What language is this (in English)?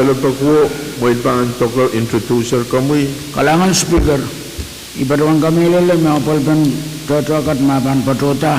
Pohnpeian